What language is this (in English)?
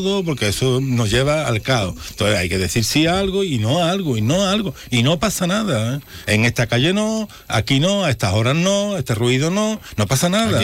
Spanish